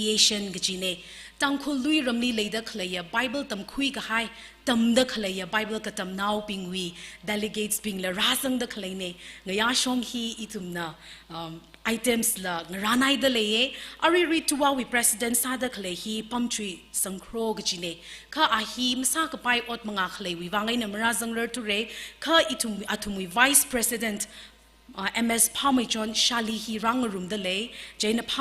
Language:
Tangkhul Naga (India)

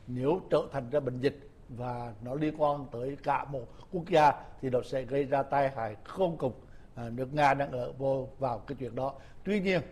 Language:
Vietnamese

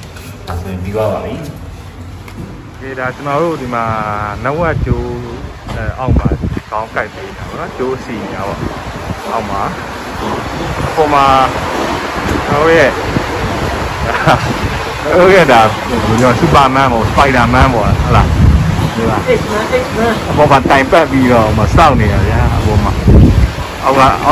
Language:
Burmese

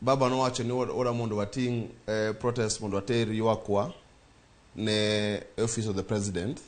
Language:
Luo (Kenya and Tanzania)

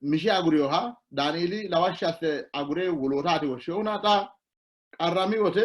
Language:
Sidamo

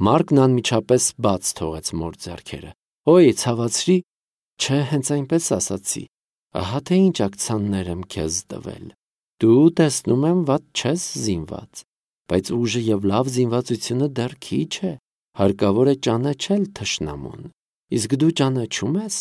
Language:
Armenian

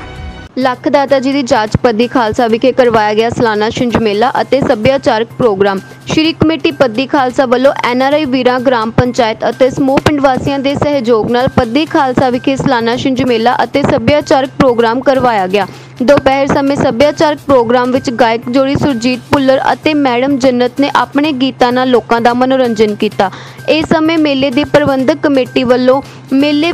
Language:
Punjabi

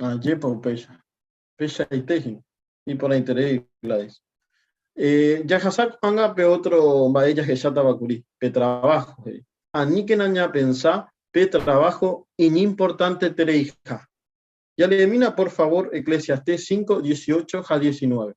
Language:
Guarani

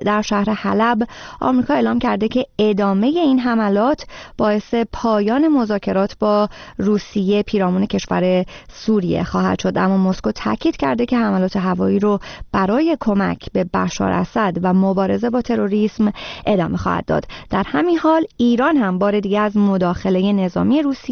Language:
Persian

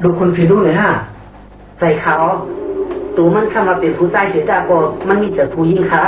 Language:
Shan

